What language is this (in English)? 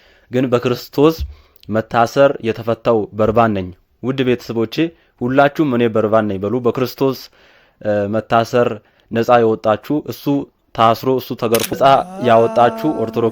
Amharic